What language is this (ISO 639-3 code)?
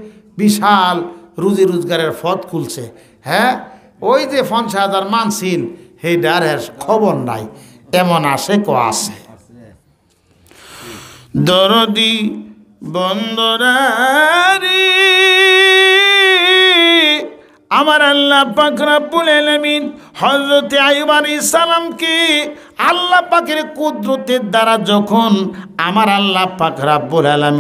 ben